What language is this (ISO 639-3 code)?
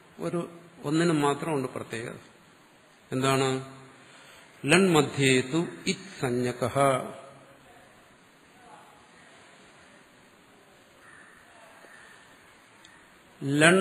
mal